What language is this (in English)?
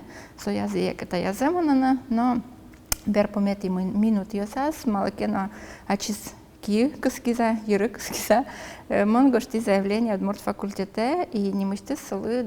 Udmurt